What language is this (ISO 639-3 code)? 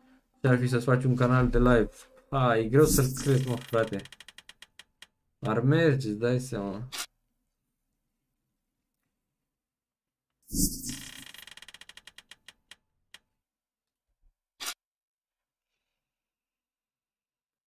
ron